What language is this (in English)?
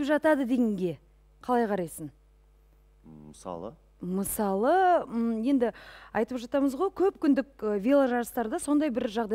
Kazakh